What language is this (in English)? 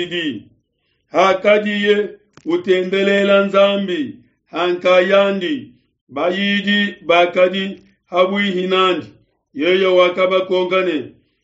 Luba-Lulua